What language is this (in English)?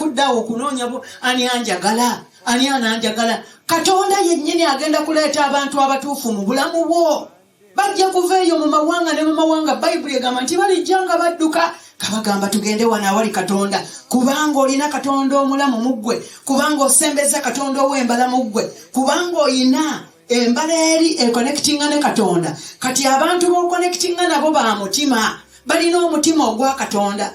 Ganda